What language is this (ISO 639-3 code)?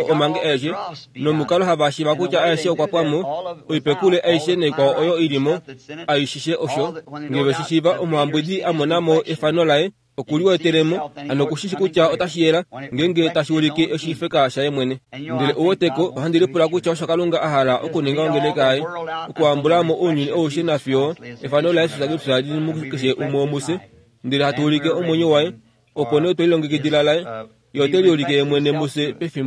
kua